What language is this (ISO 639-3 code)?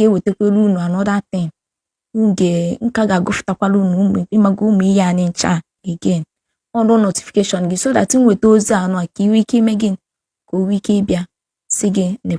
ibo